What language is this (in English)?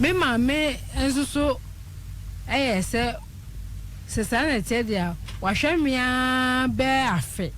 Akan